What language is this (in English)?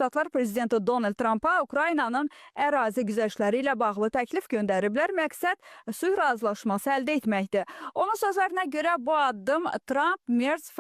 Azerbaijani